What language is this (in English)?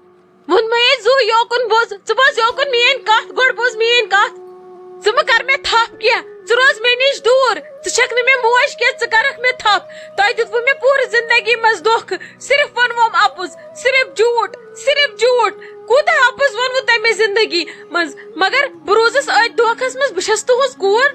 Kashmiri